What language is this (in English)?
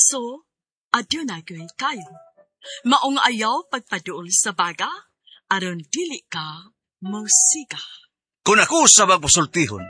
Cebuano